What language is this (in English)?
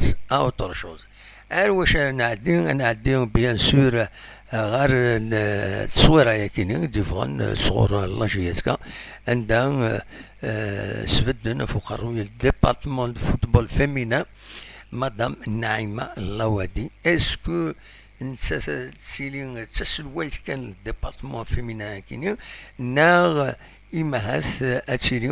Kabyle